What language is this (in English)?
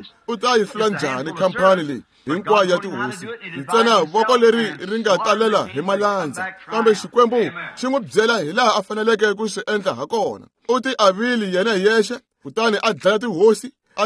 Tsonga